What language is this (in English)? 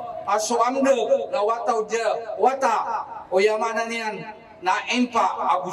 Maranao